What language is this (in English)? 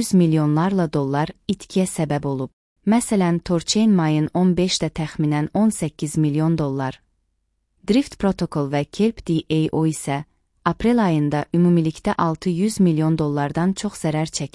Azerbaijani